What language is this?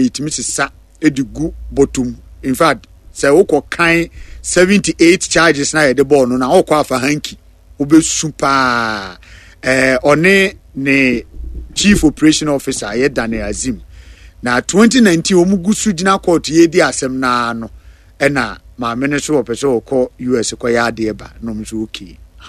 Akan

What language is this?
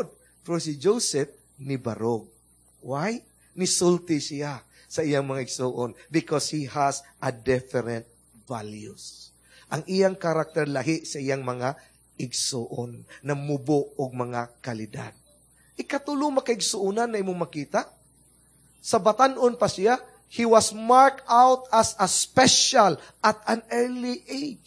Cebuano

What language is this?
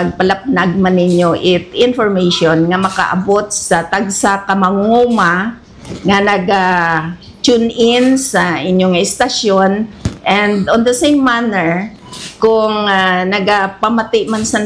Hiligaynon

